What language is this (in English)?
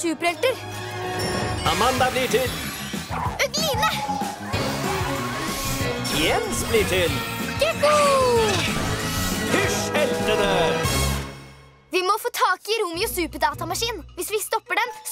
Norwegian